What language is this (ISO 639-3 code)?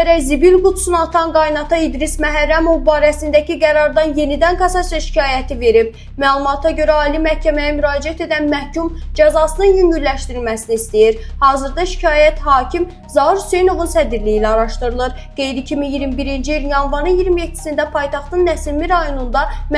aze